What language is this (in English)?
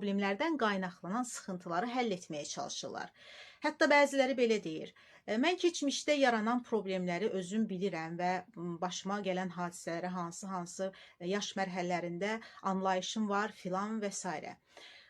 Azerbaijani